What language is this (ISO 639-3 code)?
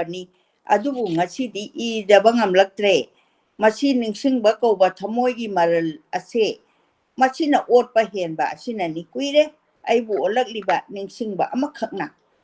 mni